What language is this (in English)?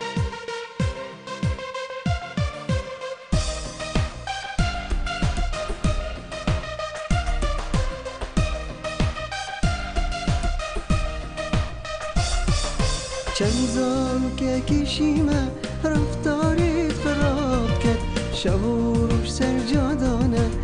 Kurdish